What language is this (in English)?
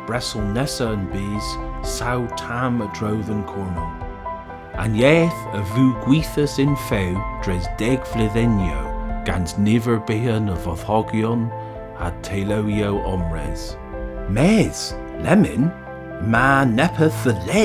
Cornish